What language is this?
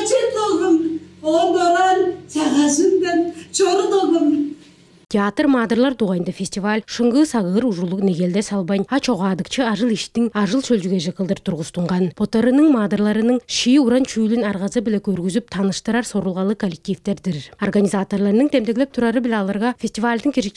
Tuvinian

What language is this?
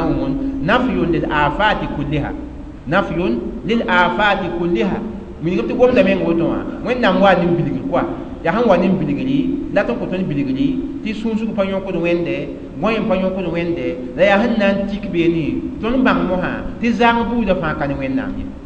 Mossi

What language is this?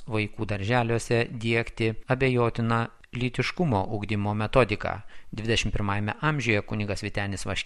Lithuanian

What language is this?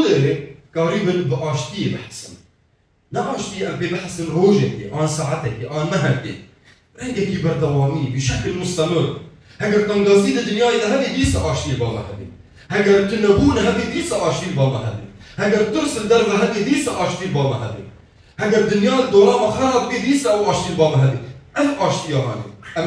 Kurdish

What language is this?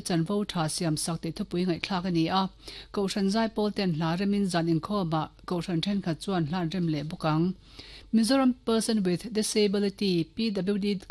Mizo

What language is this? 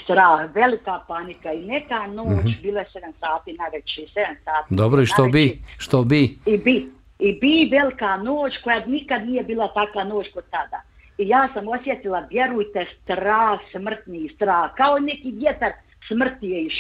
Bosnian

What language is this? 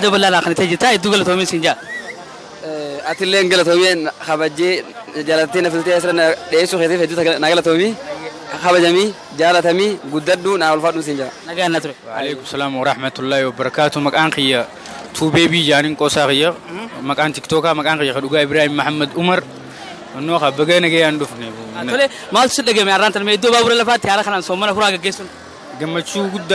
Oromo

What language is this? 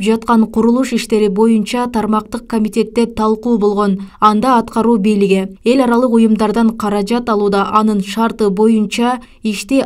Kyrgyz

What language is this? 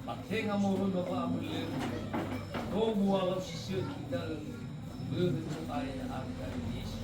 Nias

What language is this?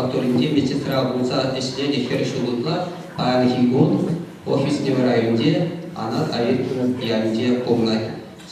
Chuvash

